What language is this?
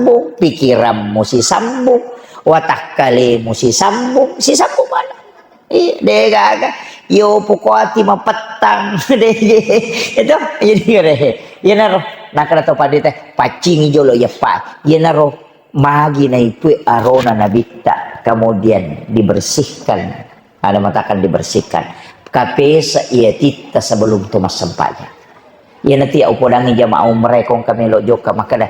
Buginese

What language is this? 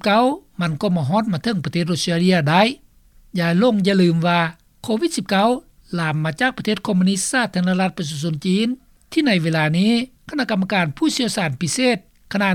Lao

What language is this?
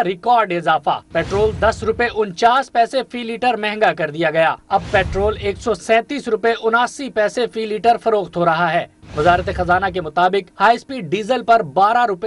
Urdu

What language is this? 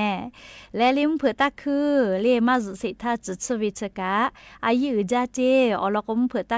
Lahu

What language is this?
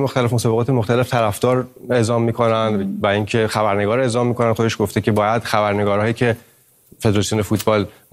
Persian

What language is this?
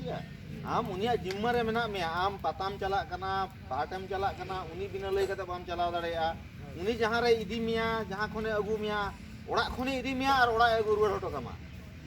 Santali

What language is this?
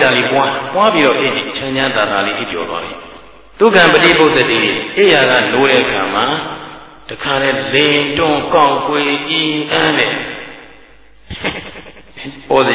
Burmese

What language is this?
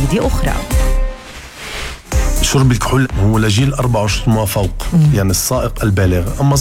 Arabic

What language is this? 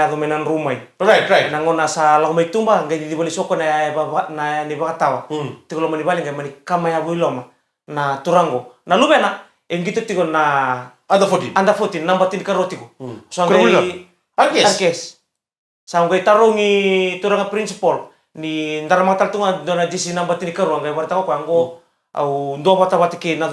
Fijian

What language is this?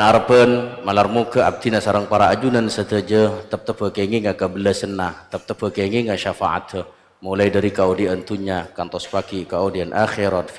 Madurese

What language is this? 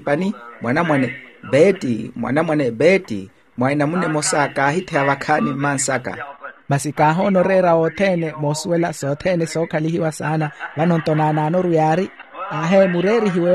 Makhuwa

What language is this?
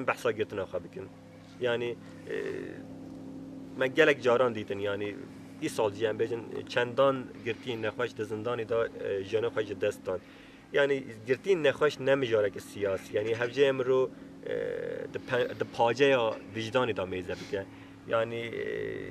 Kurdish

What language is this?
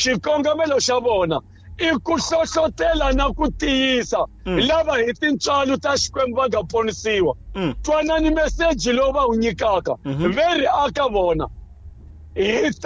Tsonga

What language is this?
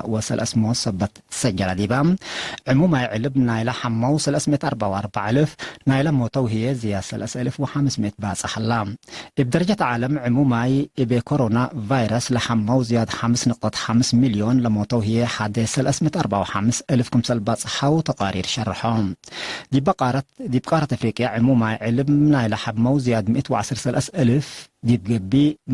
Tigre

